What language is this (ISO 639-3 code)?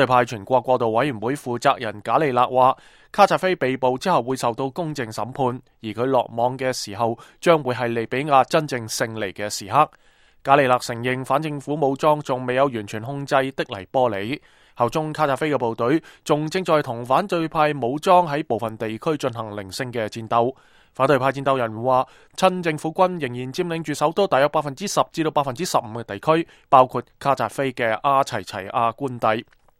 yue